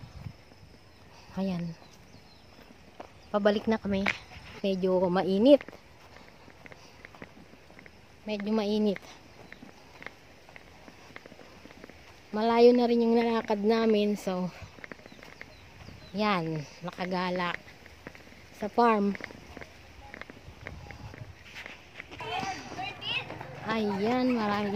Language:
Filipino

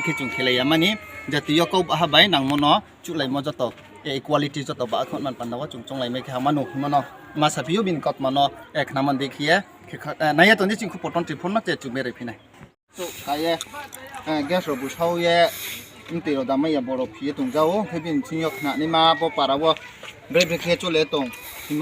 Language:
Riang (India)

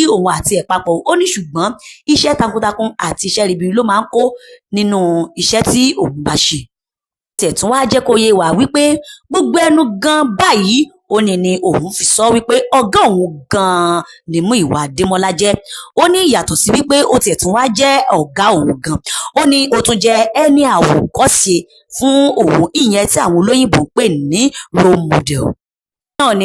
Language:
Yoruba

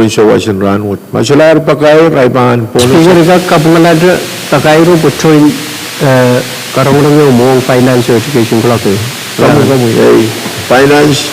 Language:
Pohnpeian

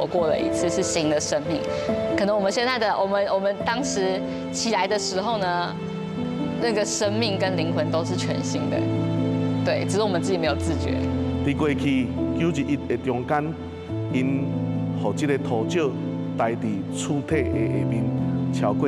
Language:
Min Nan Chinese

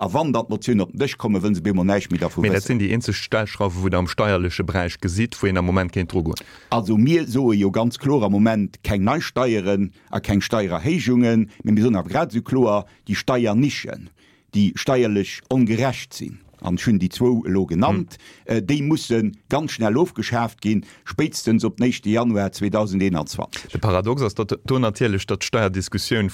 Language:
Luxembourgish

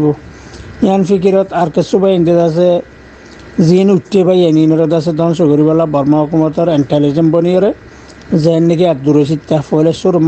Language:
Rohingya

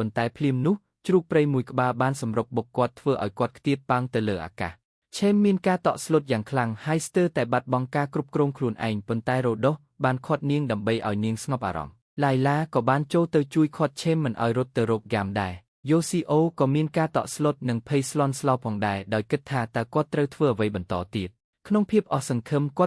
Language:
Khmer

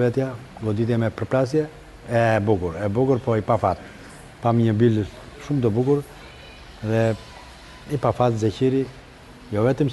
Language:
Albanian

